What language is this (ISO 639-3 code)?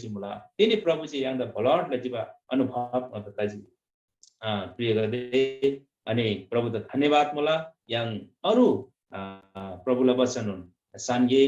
taj